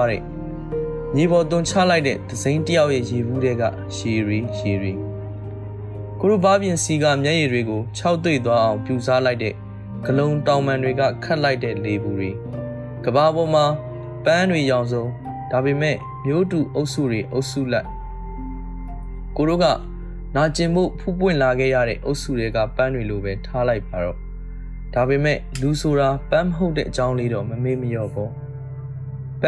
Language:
Burmese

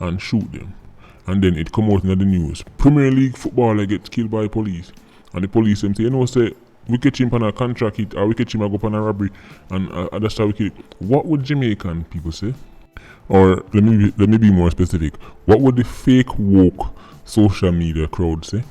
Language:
Jamaican Creole English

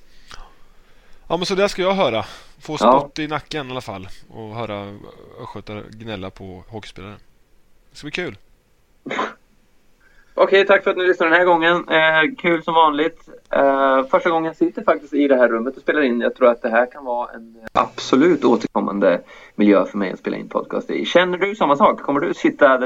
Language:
Swedish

